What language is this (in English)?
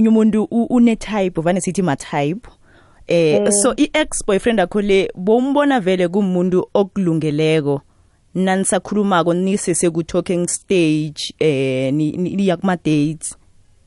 South Ndebele